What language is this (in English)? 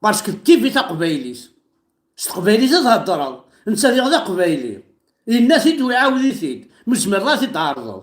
Kabyle